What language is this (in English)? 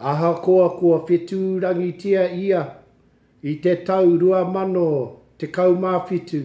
Māori